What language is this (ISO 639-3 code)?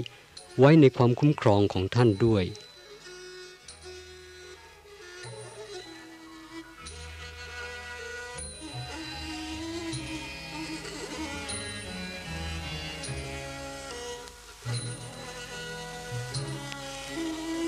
tha